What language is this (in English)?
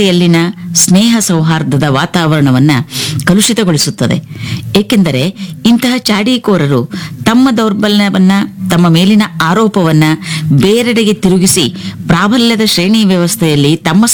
Kannada